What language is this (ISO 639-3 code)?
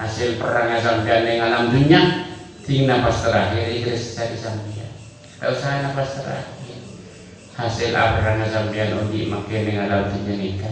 mad